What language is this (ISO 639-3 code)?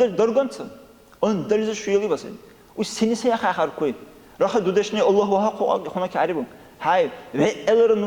dar